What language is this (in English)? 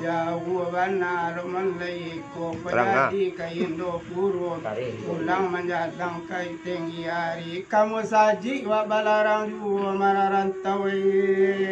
Minangkabau